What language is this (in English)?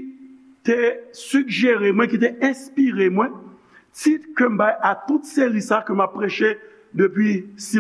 Haitian Creole